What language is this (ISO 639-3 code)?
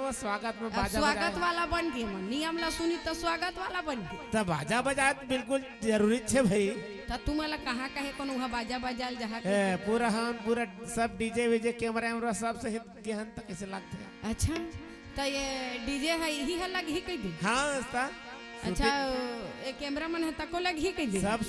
hne